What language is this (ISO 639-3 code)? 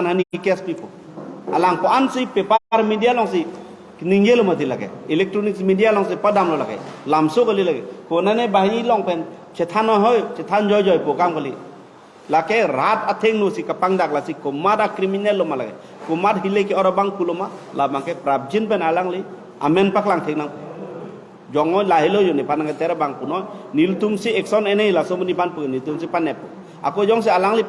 mjw